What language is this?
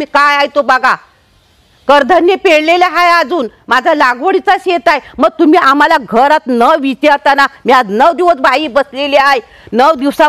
Marathi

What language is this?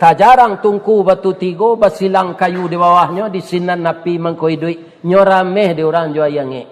Minangkabau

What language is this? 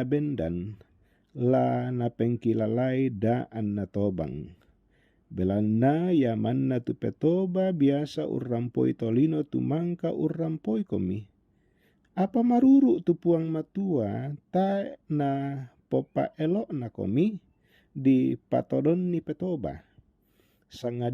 Toraja-Sa'dan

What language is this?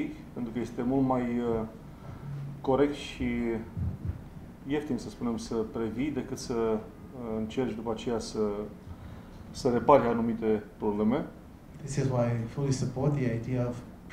Romanian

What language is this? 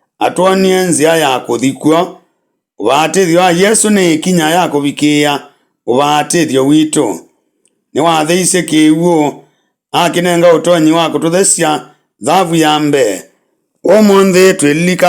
Kamba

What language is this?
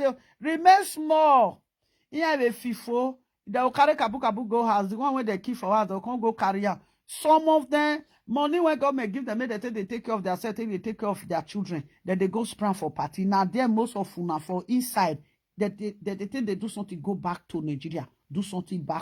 Nigerian Pidgin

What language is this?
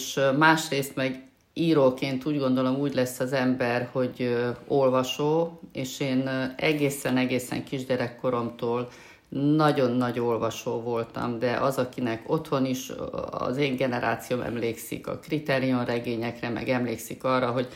Hungarian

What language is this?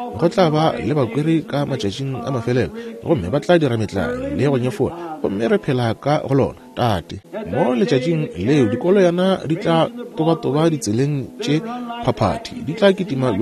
Northern Sotho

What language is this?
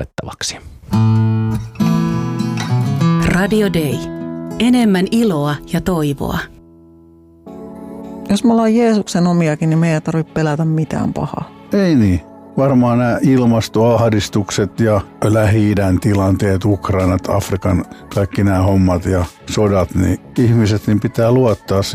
Finnish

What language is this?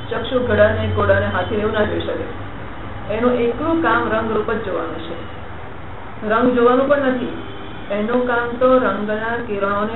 Gujarati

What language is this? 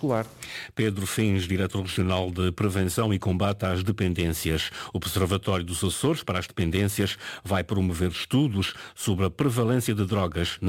Portuguese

